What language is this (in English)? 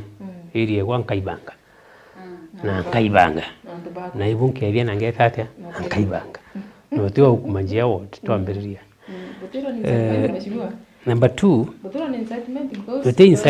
Meru